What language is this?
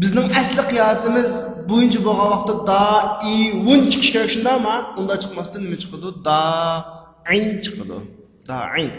Uyghur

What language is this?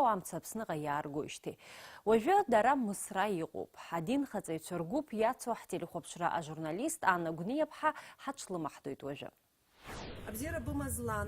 Abkhazian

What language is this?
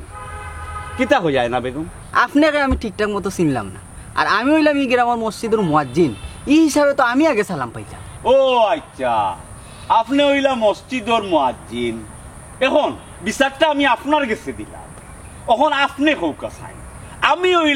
Sylheti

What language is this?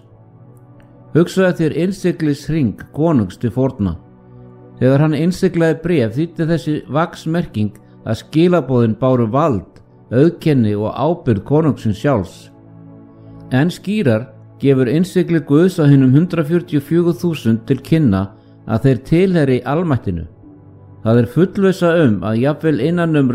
Icelandic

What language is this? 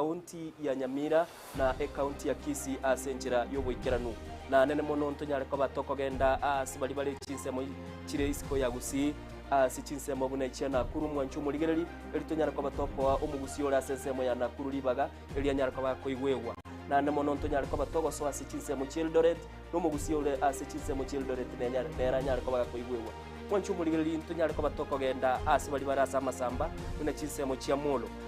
Gusii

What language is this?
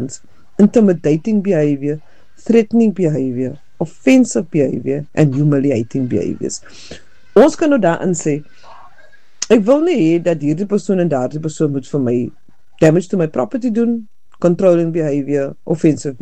Afrikaans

